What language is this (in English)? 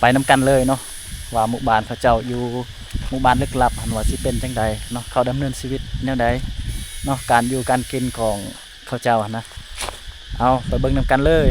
Lao